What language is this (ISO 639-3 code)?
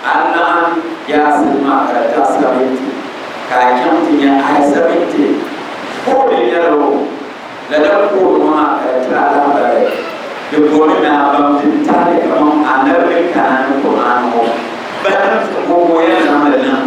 dag